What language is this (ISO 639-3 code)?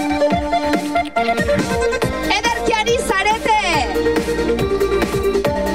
eus